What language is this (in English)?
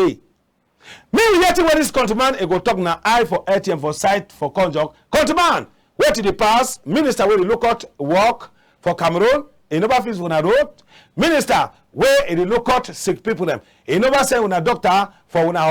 Cameroon Pidgin